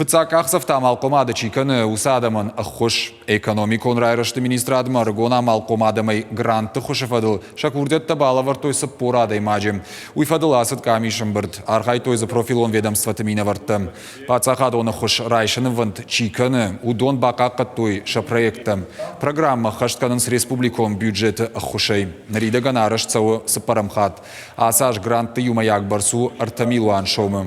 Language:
Ossetic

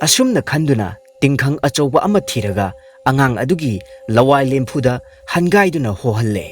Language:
Manipuri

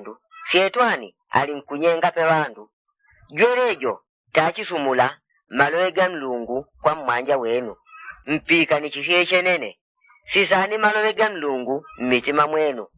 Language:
Yao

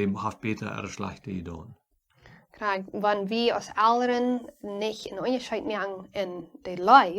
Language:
Plautdietsch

